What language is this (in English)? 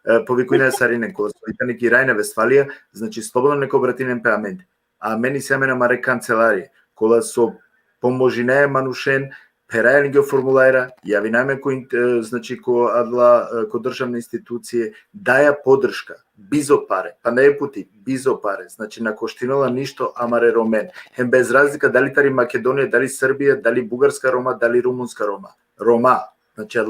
Balkan Romani